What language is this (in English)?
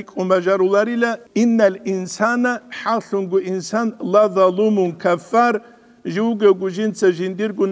Avaric